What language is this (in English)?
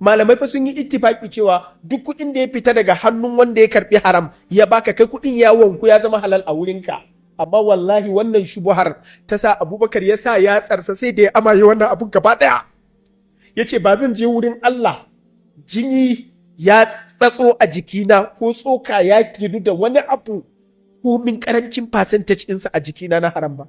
Hausa